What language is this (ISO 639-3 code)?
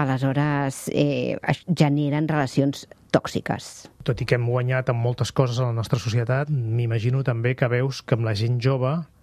cat